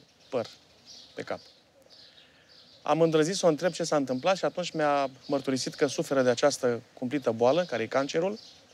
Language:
Romanian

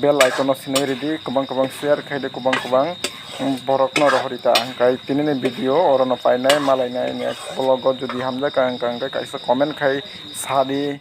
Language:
Kok Borok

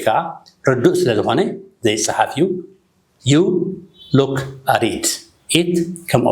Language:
Tigrinya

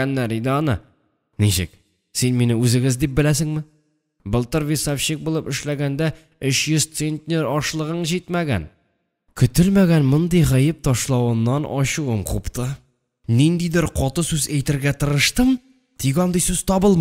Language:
Tatar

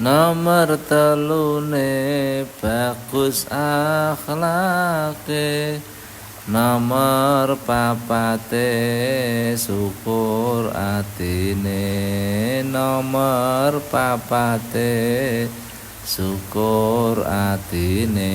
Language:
Javanese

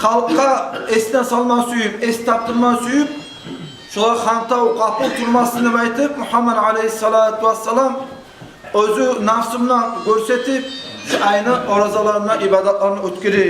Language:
Kumyk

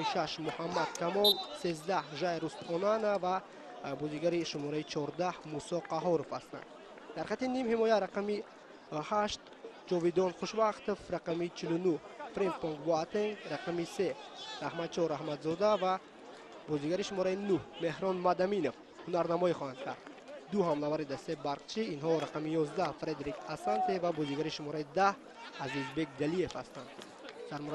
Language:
Tajik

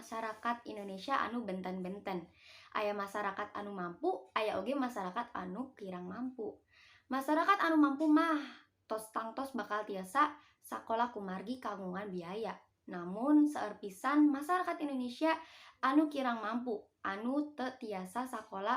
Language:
Sundanese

